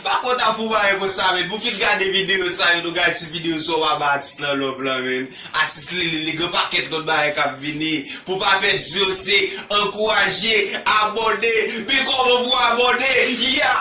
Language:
Haitian Creole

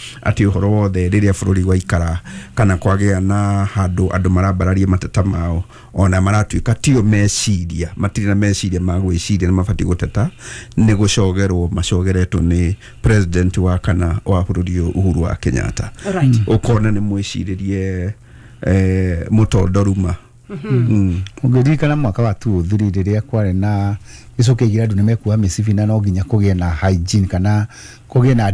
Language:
Kikuyu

